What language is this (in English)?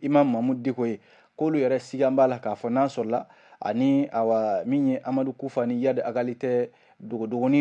Bambara